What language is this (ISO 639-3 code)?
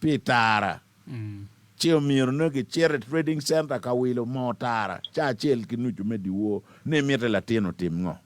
ach